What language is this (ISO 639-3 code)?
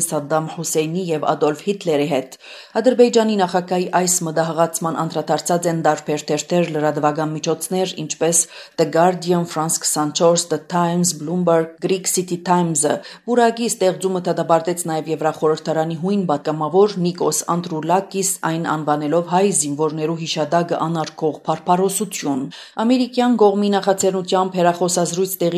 hye